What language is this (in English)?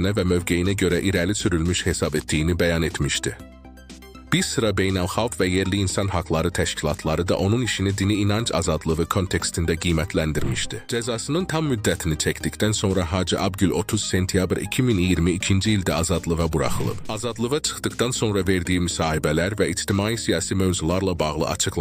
Azerbaijani